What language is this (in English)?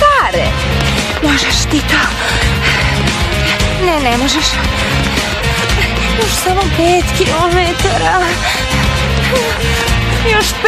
Serbian